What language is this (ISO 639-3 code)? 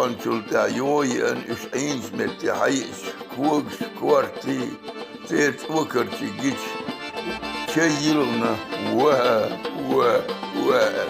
che